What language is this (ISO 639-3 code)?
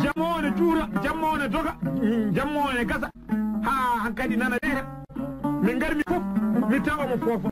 ful